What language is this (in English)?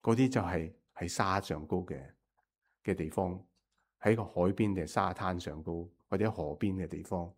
Cantonese